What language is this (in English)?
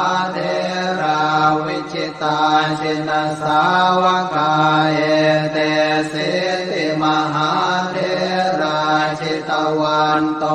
Pali